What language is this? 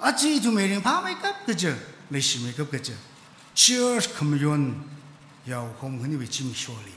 Tangkhul Naga (India)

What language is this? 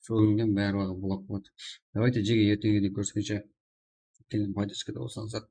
Kara-Kalpak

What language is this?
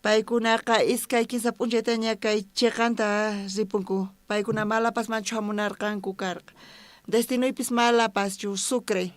South Bolivian Quechua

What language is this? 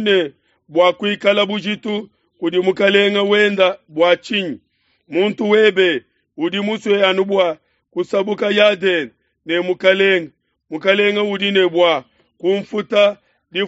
Luba-Lulua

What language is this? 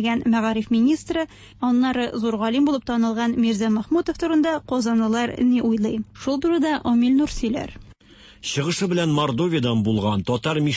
Tatar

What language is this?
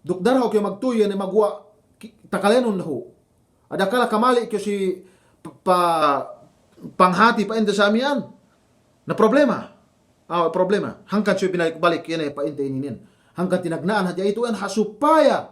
Yakan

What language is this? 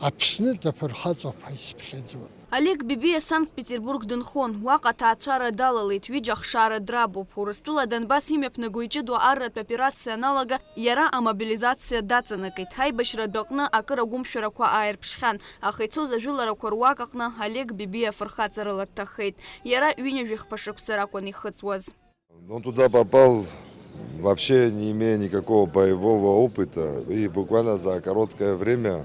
Abkhazian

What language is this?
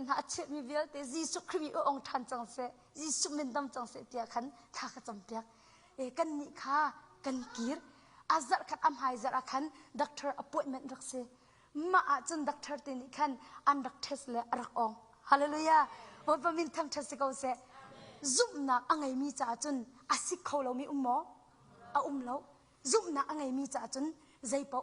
Hakha Chin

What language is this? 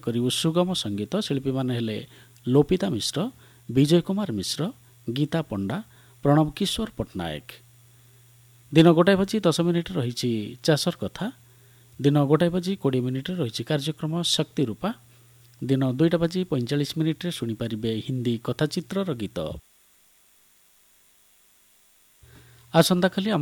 Odia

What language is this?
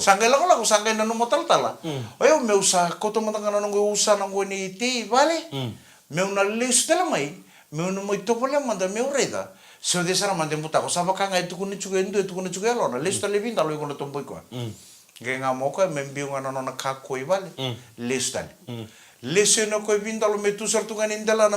Fijian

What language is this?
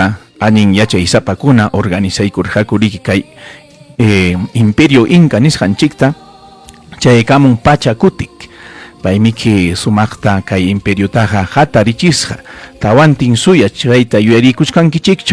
Ayacucho Quechua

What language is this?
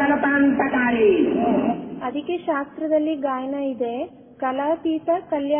Kannada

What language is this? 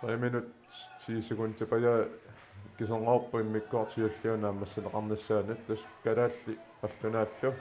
Kalaallisut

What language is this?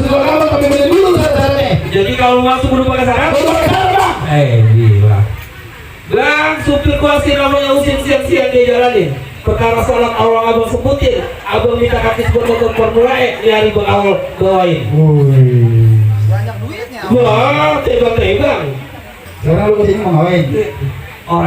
Betawi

